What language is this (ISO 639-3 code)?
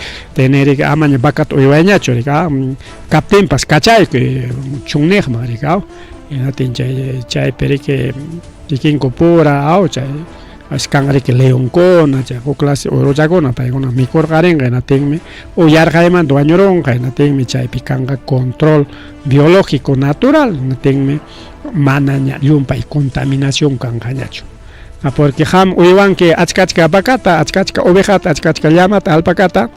quy